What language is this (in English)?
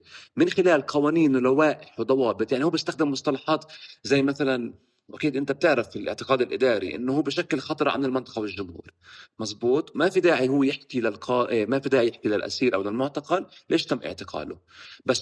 North Levantine Arabic